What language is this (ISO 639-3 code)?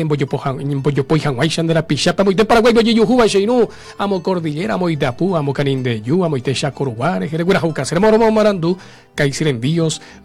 grn